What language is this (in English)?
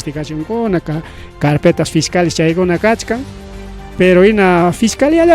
Ayacucho Quechua